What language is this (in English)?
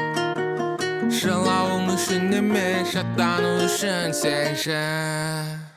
Kazakh